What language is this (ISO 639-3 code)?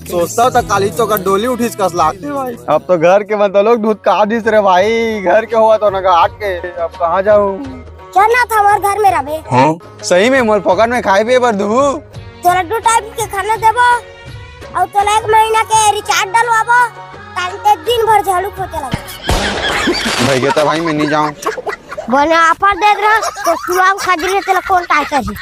hne